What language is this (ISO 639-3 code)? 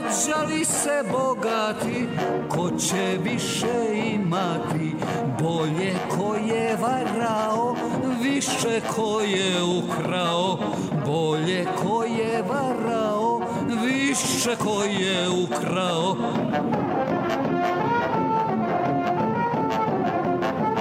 srp